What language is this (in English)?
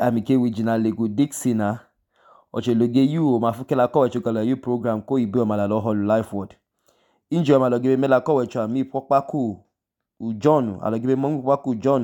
Idoma